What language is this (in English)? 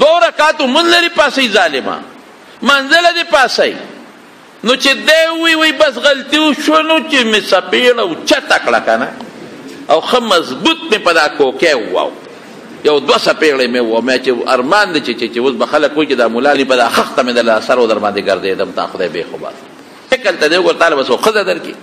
Pashto